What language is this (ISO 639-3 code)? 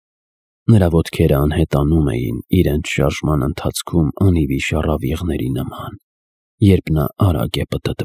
hye